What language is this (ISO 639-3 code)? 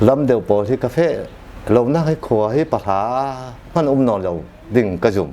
cfm